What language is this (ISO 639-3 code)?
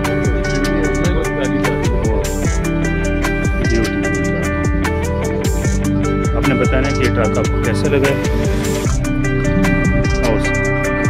hin